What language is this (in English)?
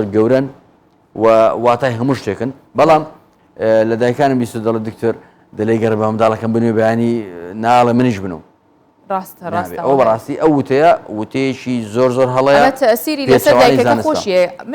Central Kurdish